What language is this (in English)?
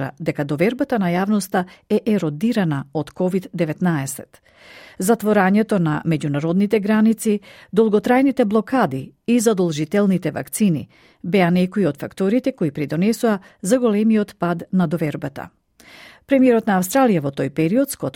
Macedonian